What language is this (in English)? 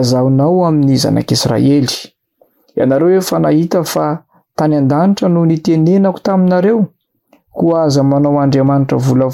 Malagasy